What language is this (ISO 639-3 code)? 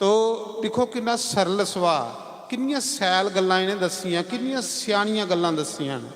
doi